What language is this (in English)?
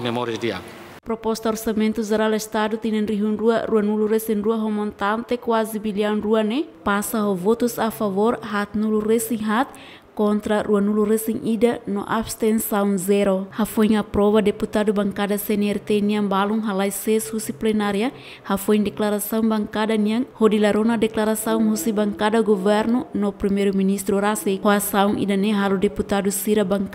Tetum